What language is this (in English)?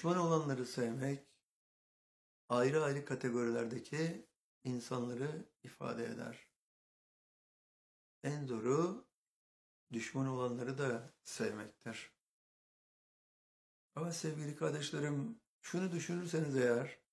Turkish